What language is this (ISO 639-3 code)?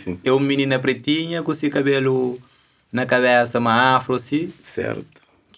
kea